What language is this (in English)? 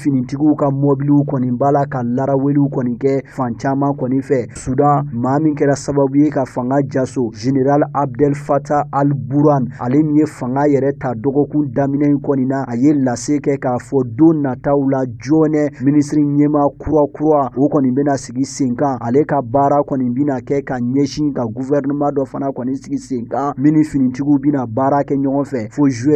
Bambara